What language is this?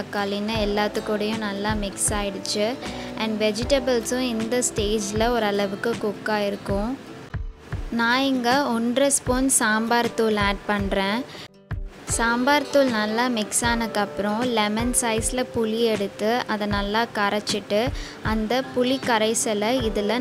Tamil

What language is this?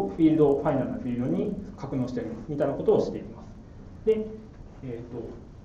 Japanese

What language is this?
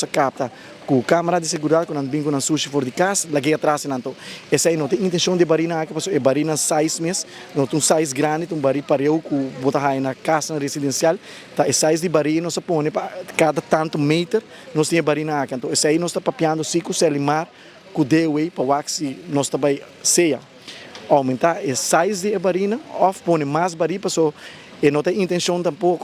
Papiamento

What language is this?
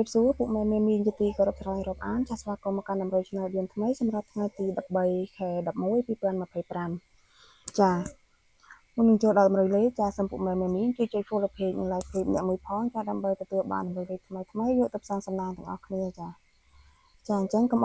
Khmer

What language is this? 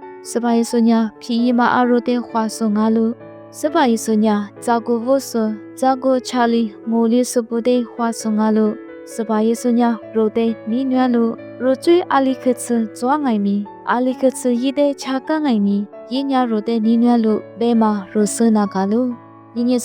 Lisu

